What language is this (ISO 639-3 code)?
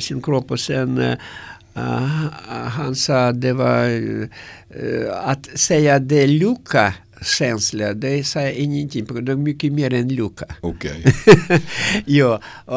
swe